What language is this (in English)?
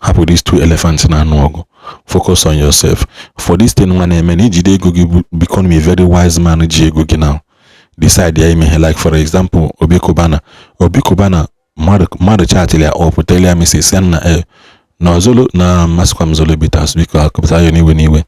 Igbo